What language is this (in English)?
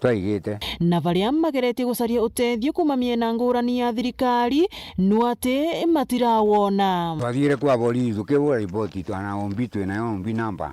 Meru